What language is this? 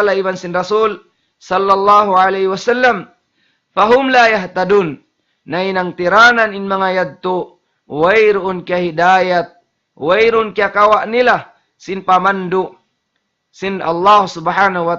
Tausug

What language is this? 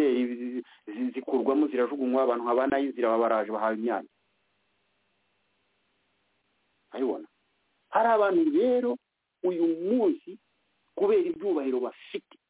Kinyarwanda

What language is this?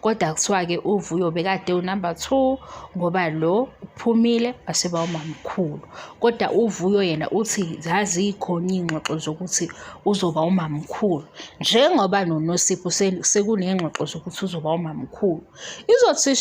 Zulu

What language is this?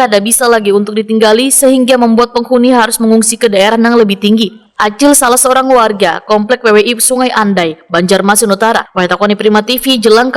Banjar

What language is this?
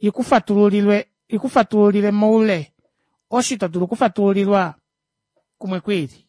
Kuanyama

